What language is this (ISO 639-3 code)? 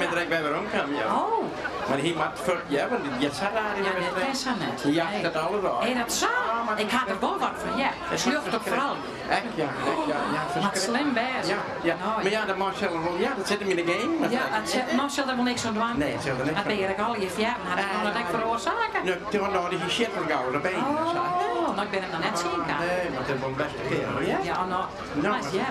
fry